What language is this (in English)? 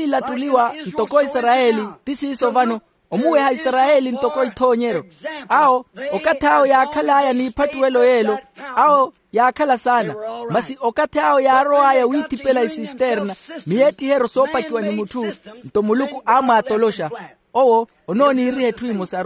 Makhuwa